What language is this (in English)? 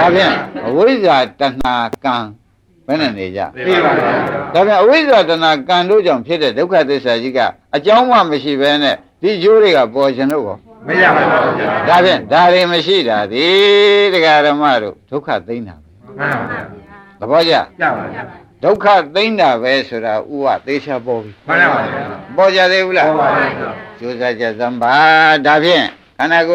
Burmese